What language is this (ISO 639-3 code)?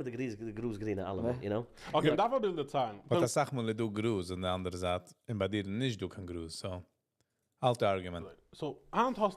yid